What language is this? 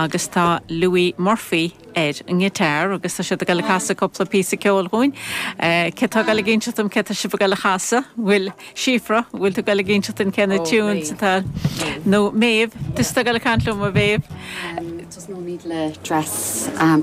Irish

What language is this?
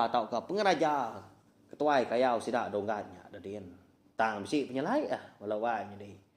Iban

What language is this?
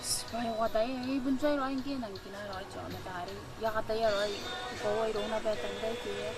Gilbertese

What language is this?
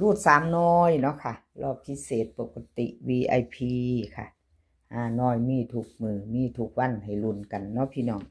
Northeastern Thai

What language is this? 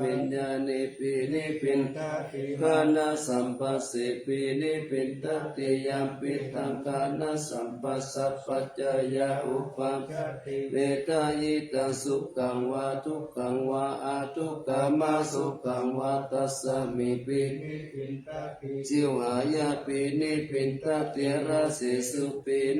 Pali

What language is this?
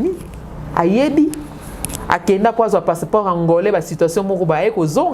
Lingala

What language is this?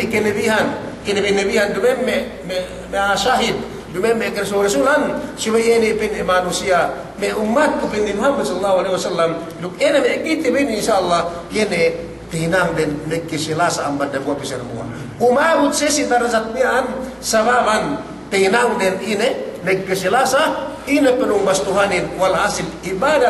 Yakan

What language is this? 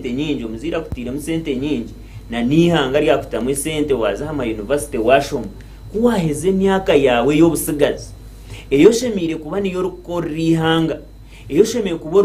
Nyankole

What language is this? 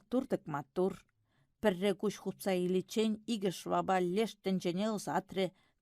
Chuvash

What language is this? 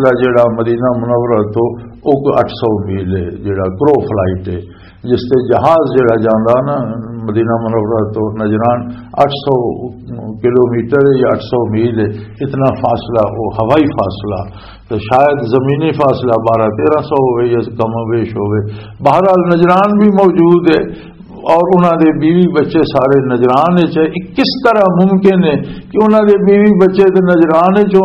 Western Panjabi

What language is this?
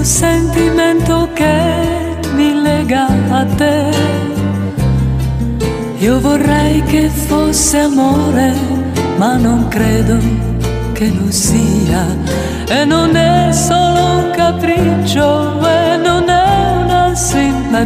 Italian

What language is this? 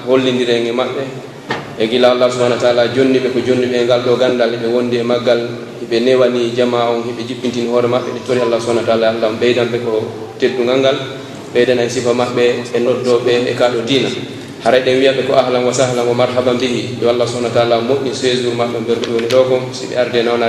Pular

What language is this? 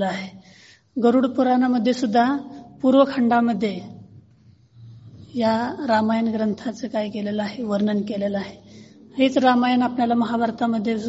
Marathi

